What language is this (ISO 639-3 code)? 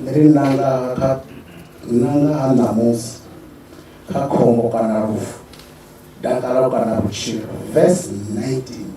ven